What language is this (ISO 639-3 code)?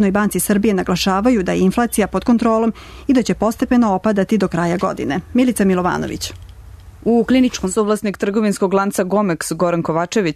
srp